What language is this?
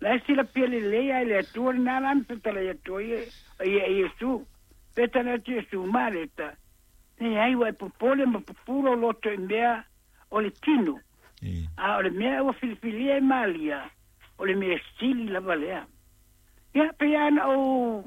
Samoan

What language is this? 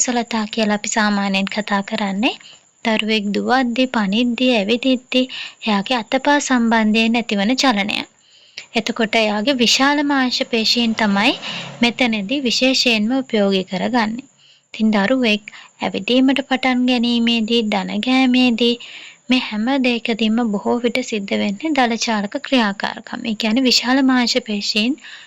Sinhala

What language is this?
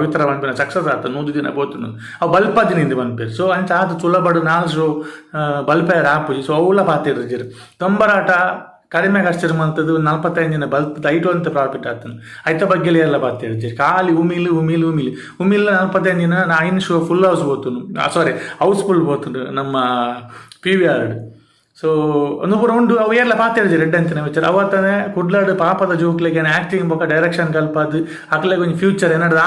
Tulu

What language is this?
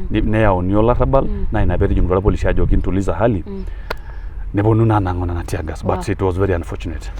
Masai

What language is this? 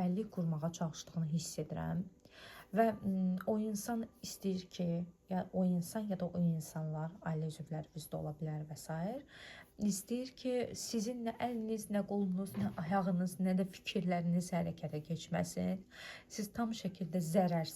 Azerbaijani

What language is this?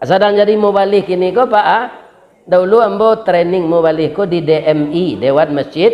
Minangkabau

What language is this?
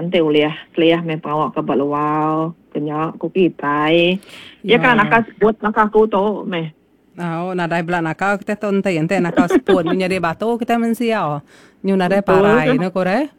Iban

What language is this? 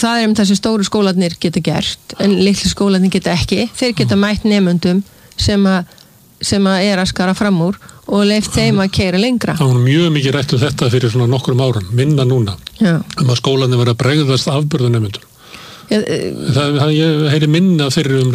Icelandic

